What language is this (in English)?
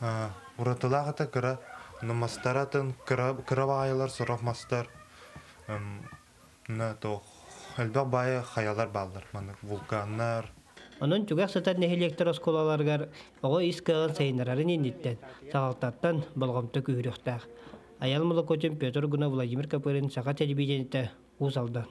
Yakut